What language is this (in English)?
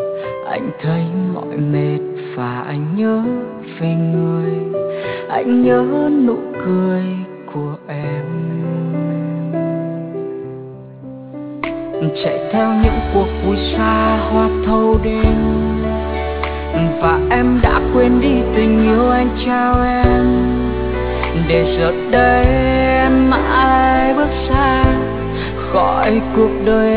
Vietnamese